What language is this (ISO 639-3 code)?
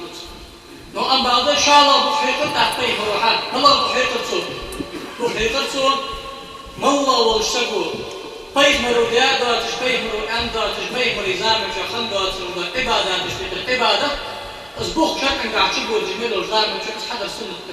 inh